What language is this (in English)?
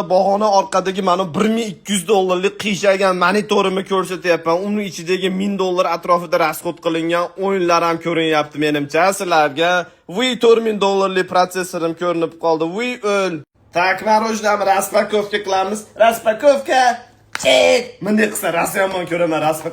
Uzbek